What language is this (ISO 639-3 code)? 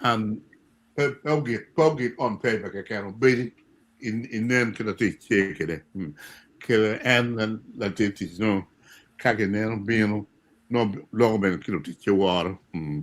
ach